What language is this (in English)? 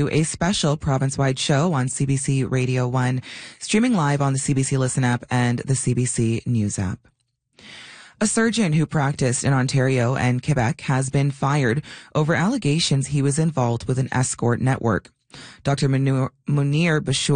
English